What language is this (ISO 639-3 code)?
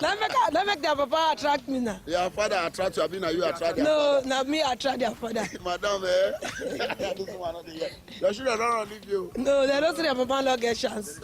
pcm